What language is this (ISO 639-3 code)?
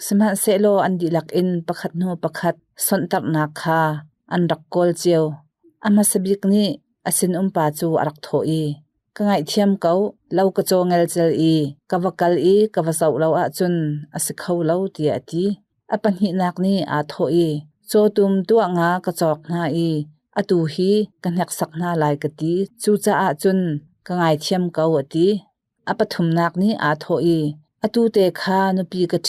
cnh